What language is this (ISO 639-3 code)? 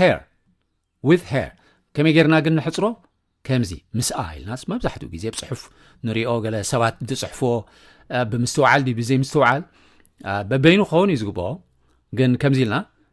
tir